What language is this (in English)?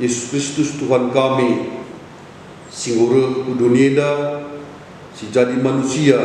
Batak Karo